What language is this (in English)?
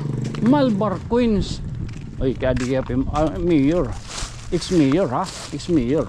Waray